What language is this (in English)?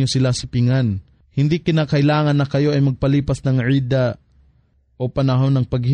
Filipino